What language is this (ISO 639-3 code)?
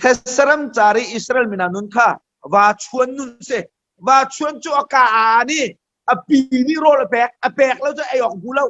cnh